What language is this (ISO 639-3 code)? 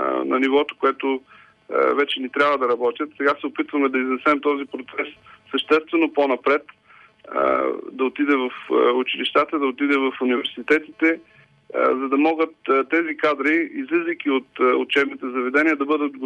bul